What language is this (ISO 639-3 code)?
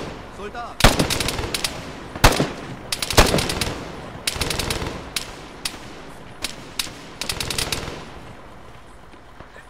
deu